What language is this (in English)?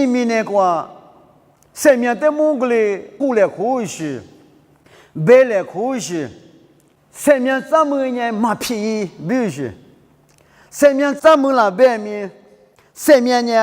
Lisu